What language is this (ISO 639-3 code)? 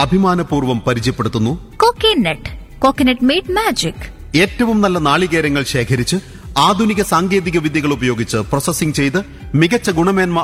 mal